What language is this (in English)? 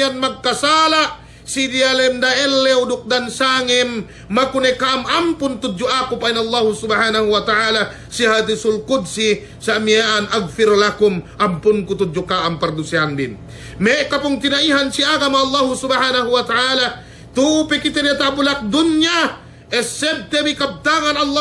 Yakan